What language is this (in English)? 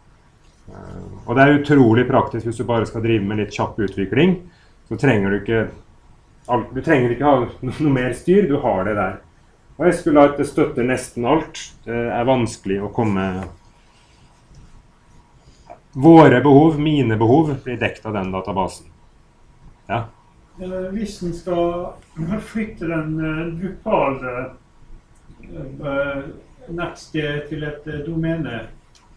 Norwegian